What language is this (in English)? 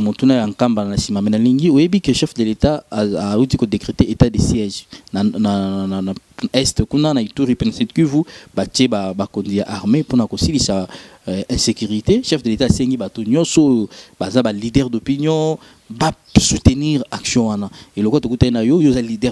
Lingala